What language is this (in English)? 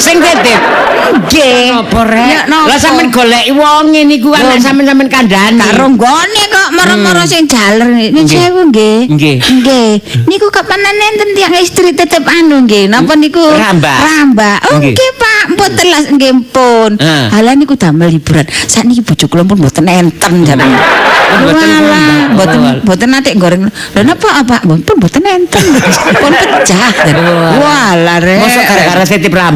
Javanese